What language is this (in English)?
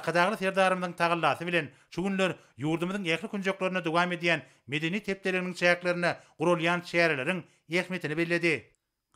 Turkmen